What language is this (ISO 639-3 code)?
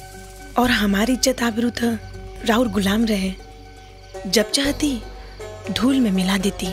bho